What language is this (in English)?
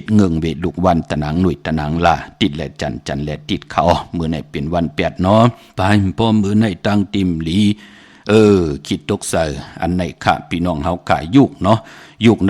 Shan